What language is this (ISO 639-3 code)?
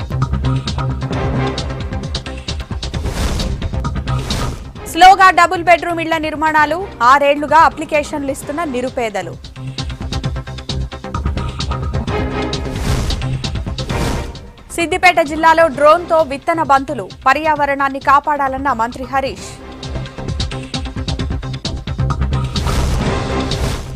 tel